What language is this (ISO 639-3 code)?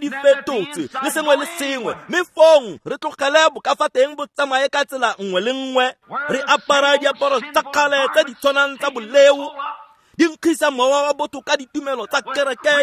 tsn